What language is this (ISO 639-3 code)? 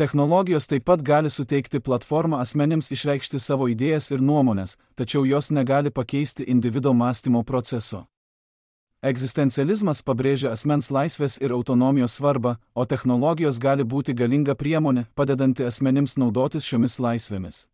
lit